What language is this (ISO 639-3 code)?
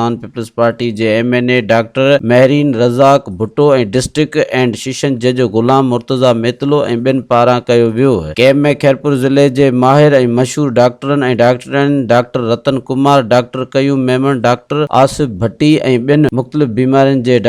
snd